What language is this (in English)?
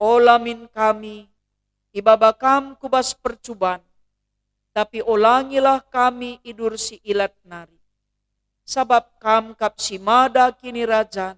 Batak Karo